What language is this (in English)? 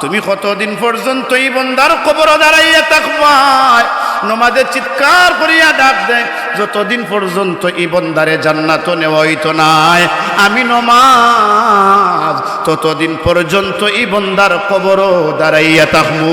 Sylheti